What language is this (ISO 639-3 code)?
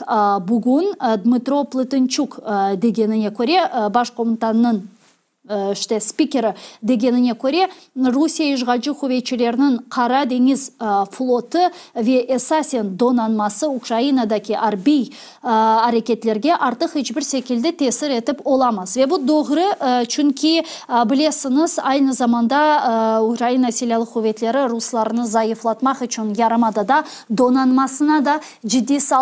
crh